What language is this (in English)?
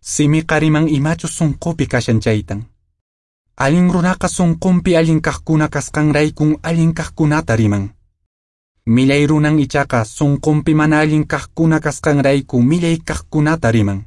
Quechua